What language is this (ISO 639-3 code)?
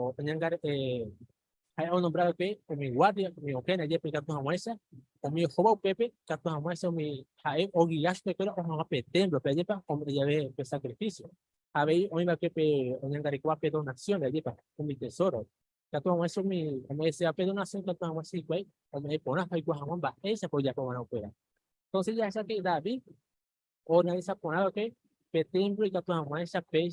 grn